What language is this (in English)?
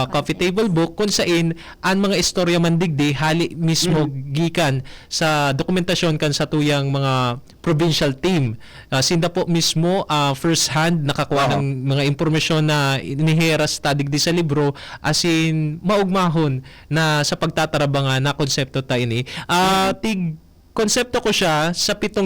Bikol